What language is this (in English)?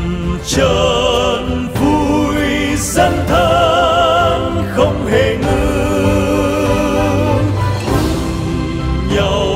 Vietnamese